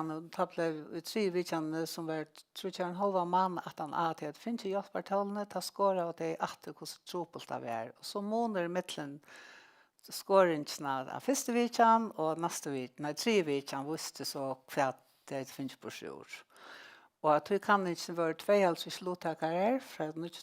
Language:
Faroese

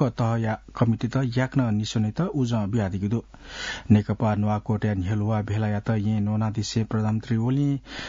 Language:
Newari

